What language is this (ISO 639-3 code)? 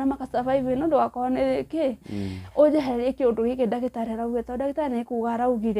kik